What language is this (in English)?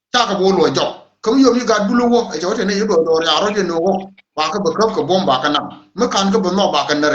Nuer